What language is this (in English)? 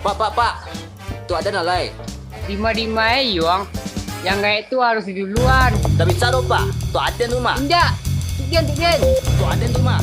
Minangkabau